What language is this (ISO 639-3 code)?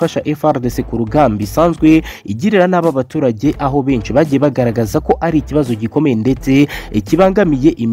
kin